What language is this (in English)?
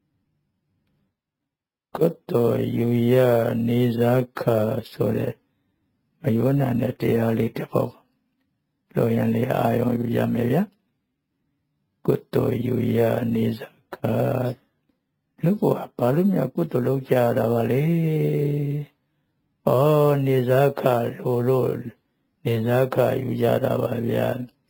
Burmese